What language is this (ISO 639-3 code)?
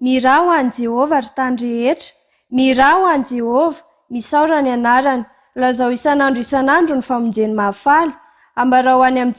mlg